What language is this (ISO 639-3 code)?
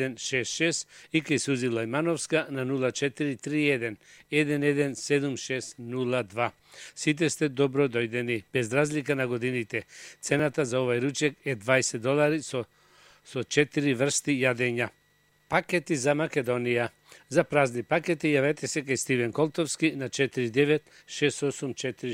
mkd